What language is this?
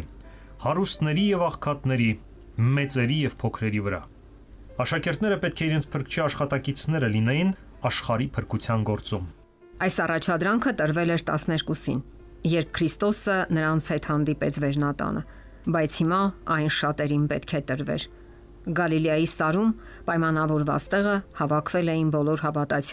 Armenian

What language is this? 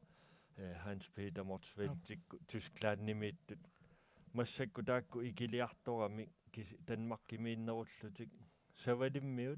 Kalaallisut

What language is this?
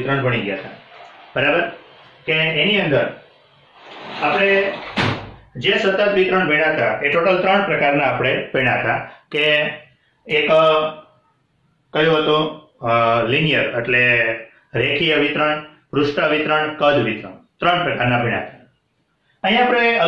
Gujarati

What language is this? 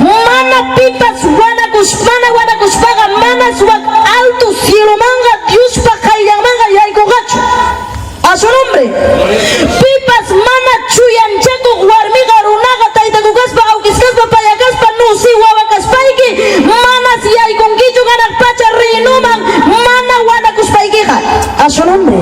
Ayacucho Quechua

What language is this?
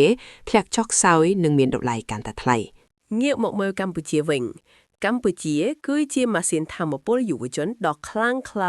Khmer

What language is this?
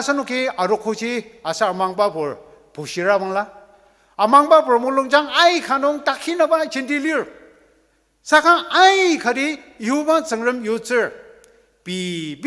Ao Naga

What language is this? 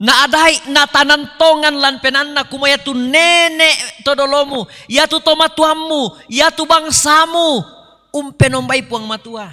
Toraja-Sa'dan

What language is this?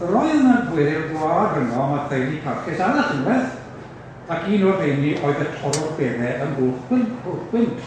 Welsh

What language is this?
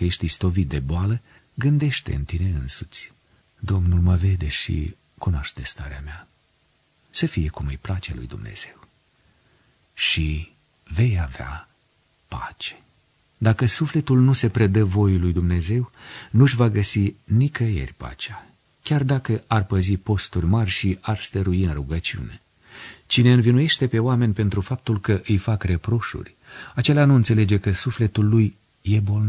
Romanian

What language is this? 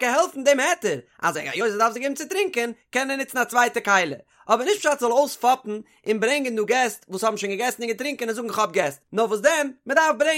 Yiddish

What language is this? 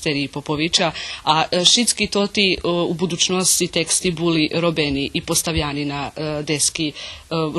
Rusyn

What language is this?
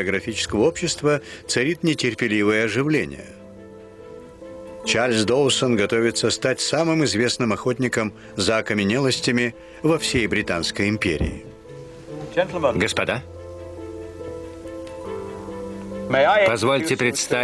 Russian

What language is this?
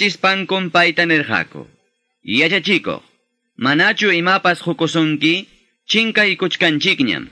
Quechua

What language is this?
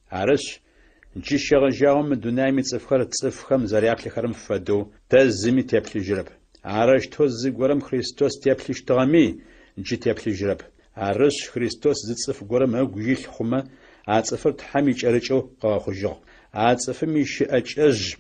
Adyghe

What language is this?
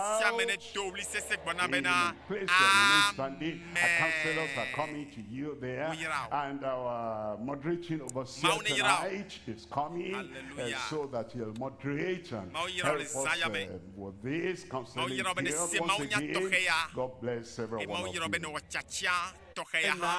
Ewe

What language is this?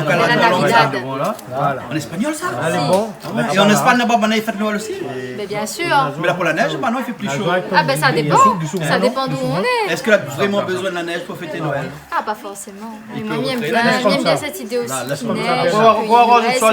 Réunion Creole French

